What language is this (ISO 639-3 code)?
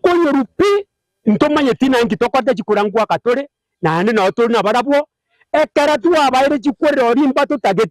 guz